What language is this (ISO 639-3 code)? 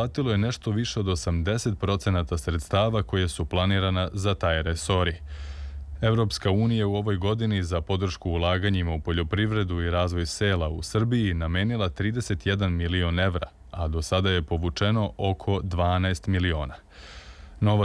srp